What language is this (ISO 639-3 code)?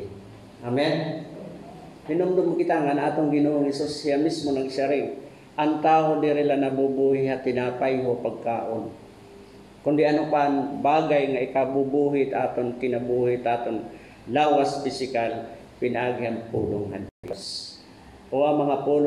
war